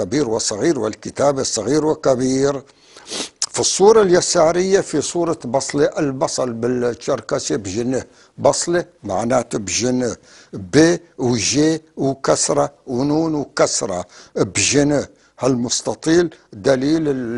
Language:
North Levantine Arabic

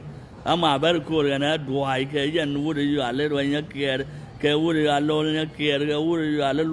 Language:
Nuer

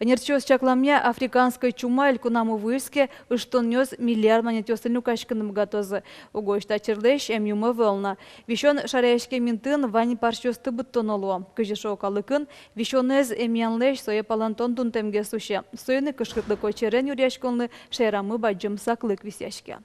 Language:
Udmurt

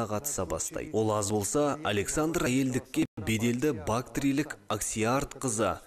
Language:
Kazakh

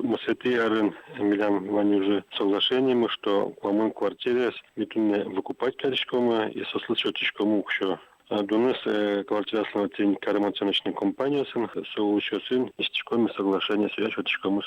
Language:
Udmurt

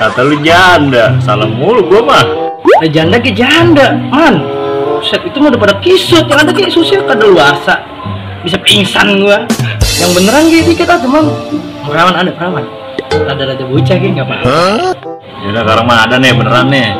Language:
Betawi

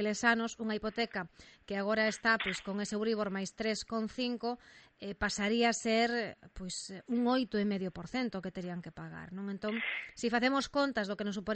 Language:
Galician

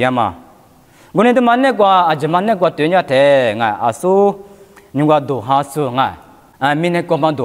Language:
Lisu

